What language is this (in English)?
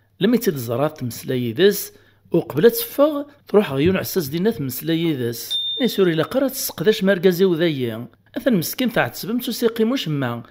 Kabyle